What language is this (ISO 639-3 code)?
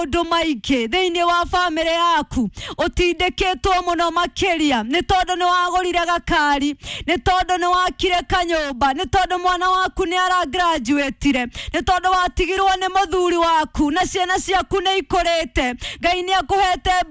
kik